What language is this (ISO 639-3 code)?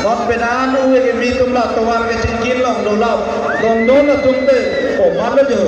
mjw